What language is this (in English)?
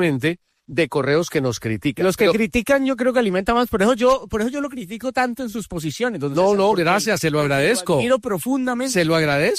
Spanish